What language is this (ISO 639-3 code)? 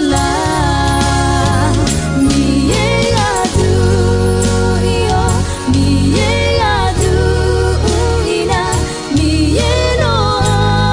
ahk